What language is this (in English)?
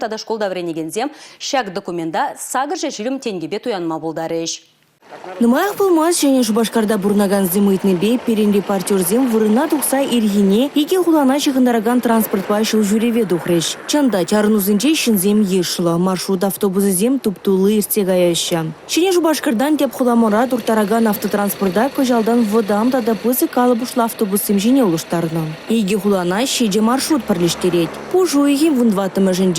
Chuvash